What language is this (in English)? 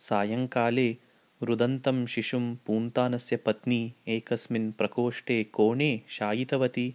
Sanskrit